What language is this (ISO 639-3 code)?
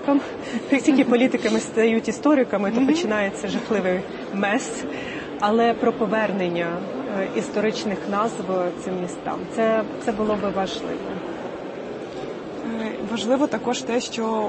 ukr